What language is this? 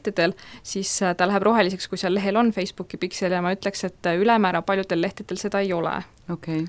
Estonian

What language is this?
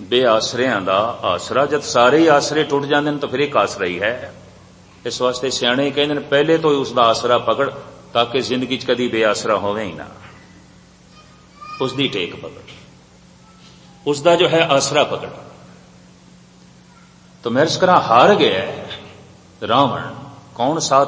Punjabi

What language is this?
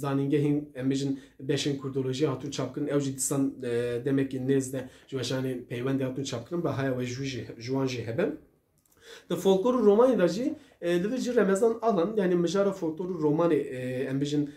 Kurdish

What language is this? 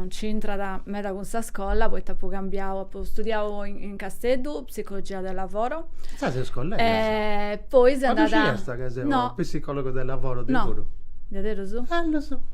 Sardinian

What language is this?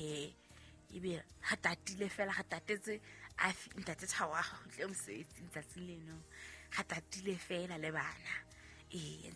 Southern Sotho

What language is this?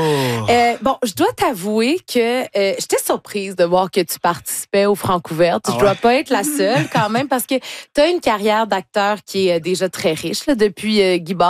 French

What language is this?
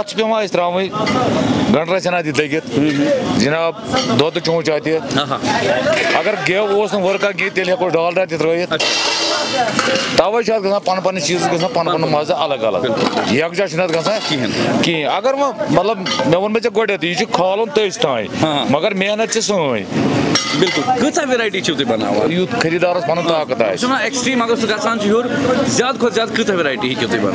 Kashmiri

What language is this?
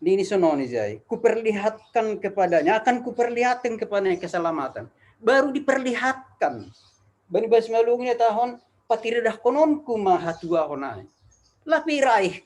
Batak Simalungun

